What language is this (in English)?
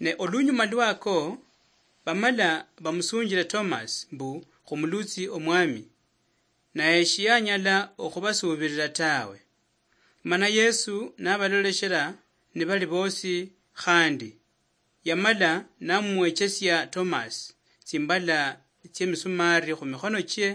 Luyia